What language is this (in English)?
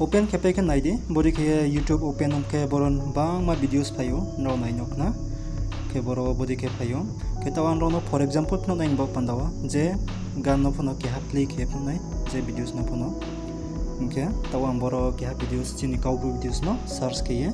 Riang (India)